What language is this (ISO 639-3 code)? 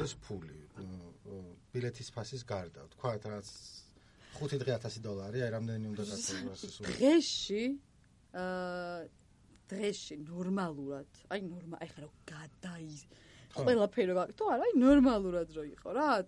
kat